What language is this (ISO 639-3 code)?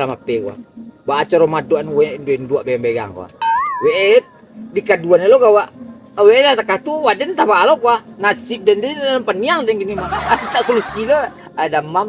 min